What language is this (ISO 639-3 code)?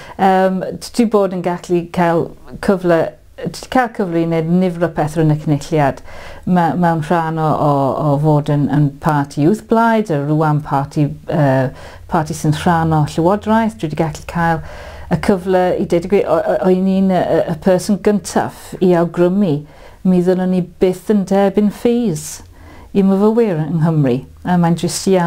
cym